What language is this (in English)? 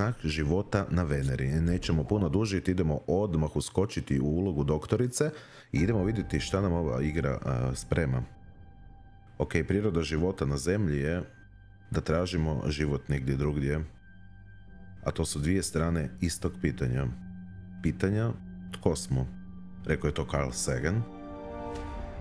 Croatian